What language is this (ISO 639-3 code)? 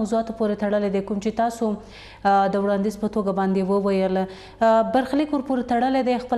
pus